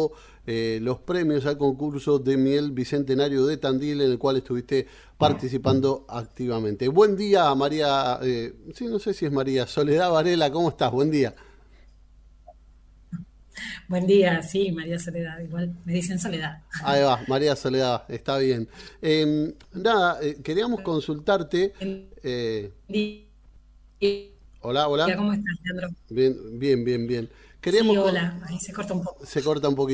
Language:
Spanish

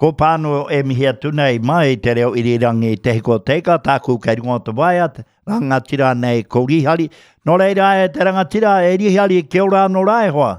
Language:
Māori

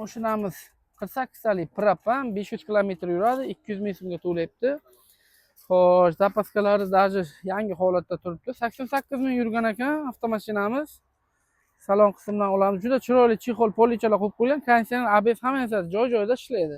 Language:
Uzbek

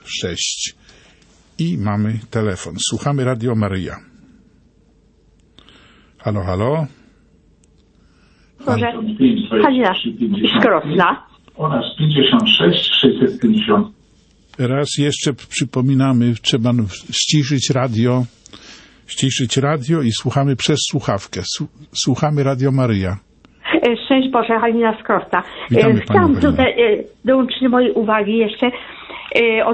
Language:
Polish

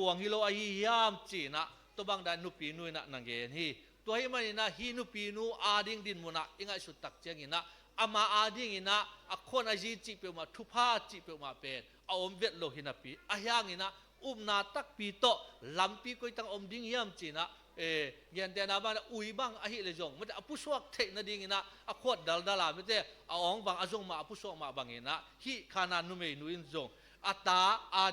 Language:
Tedim Chin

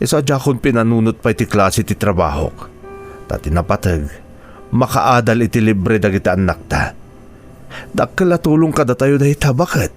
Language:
Iloko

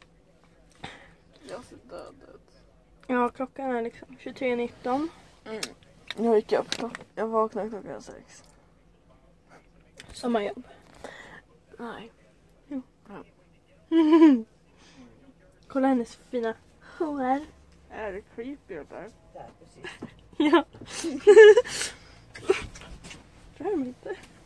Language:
Swedish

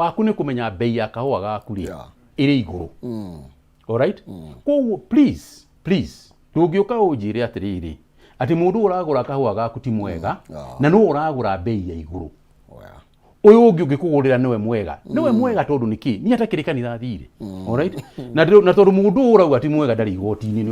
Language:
Kikuyu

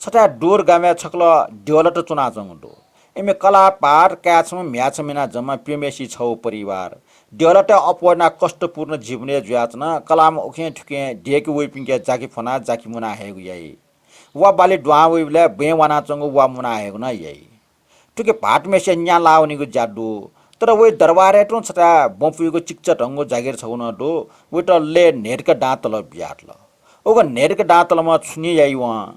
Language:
Newari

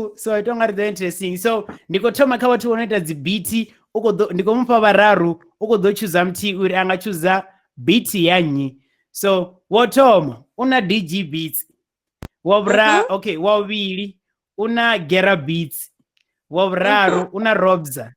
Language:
Venda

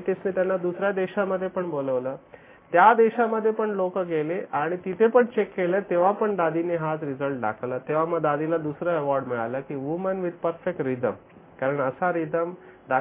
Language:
Marathi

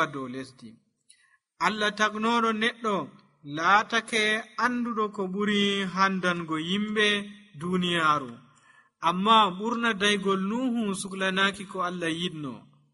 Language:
Nigerian Fulfulde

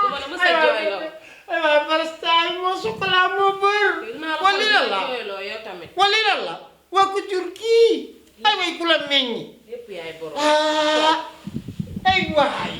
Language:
Wolof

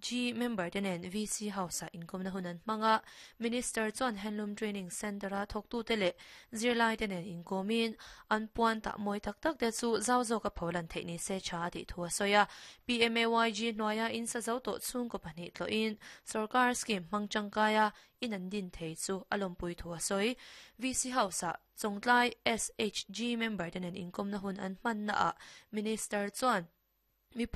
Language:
Mizo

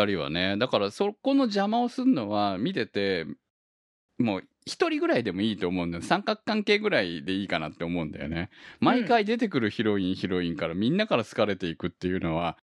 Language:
Japanese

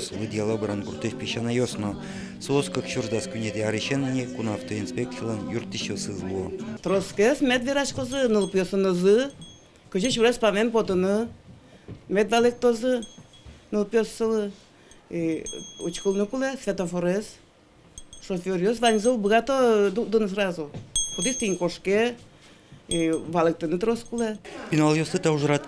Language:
Udmurt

